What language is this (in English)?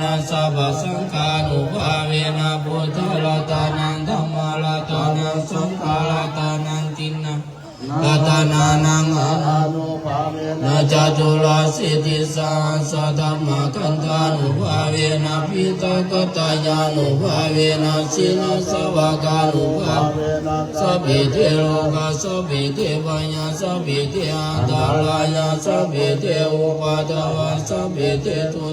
Pali